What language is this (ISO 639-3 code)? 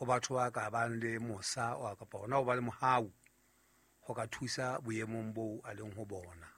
sot